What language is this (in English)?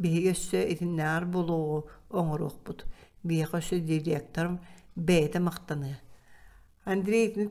Yakut